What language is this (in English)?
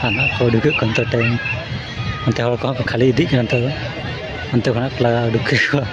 Santali